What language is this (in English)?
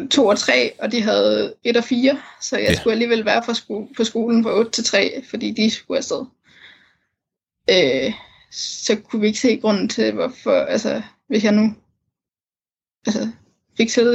Danish